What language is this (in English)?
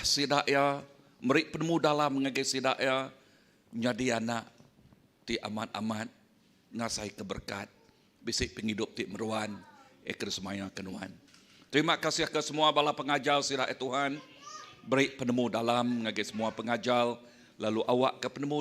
Iban